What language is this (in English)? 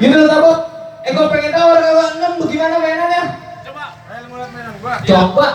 Betawi